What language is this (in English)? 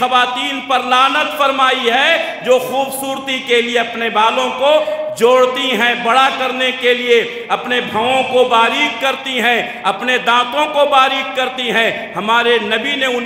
Urdu